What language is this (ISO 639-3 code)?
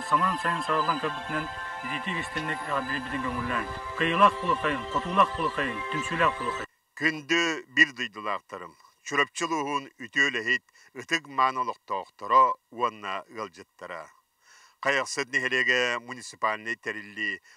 sah